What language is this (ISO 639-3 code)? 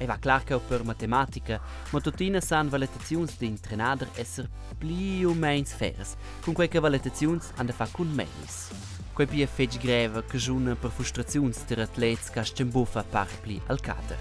roh